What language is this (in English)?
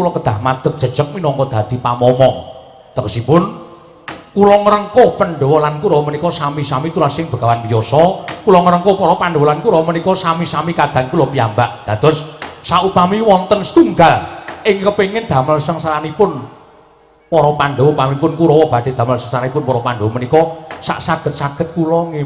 Javanese